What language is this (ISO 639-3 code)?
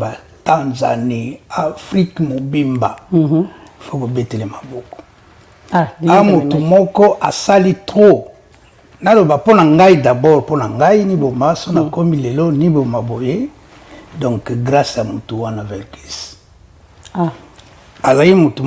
lin